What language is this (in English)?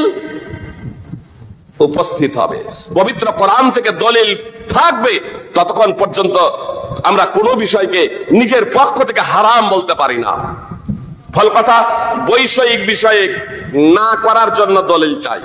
Bangla